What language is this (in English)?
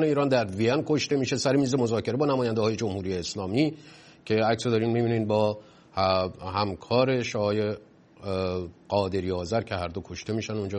Persian